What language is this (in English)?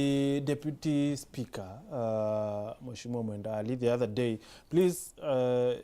Meru